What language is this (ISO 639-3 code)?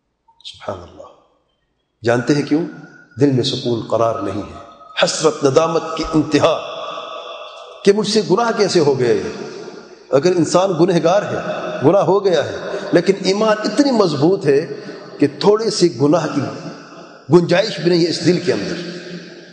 urd